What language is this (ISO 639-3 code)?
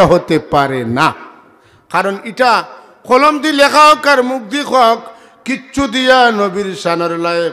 syl